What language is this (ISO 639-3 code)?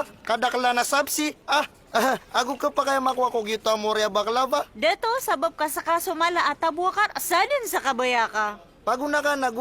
mrw